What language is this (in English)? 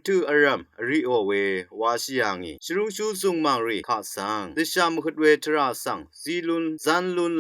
Rawang